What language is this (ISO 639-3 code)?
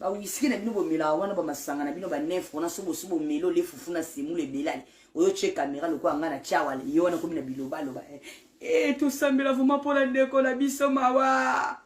lin